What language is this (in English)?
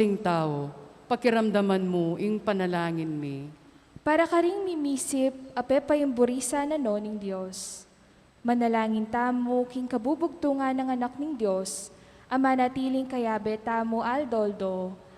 Pampanga